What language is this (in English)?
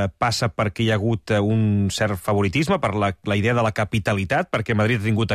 Catalan